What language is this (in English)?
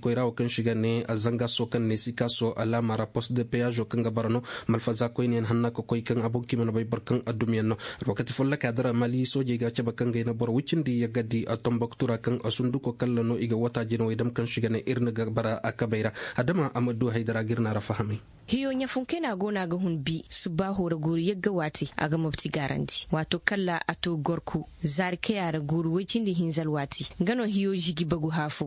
Zarma